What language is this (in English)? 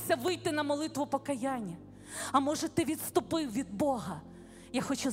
Ukrainian